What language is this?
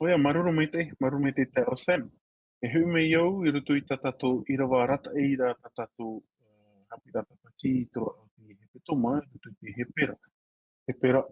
Tahitian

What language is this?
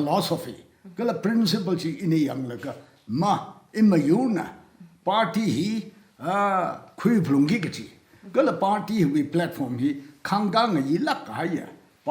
Tangkhul Naga (India)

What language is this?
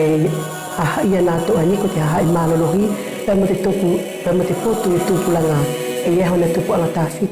Wallisian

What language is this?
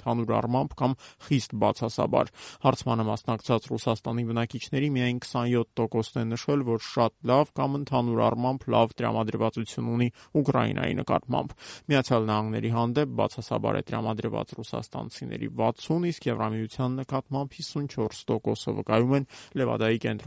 Armenian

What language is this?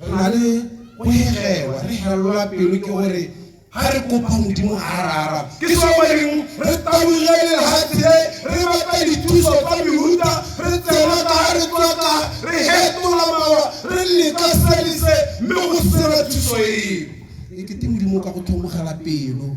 Tswana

